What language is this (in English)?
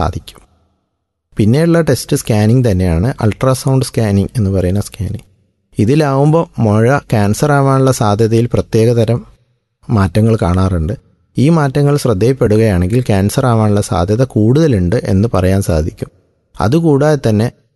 Malayalam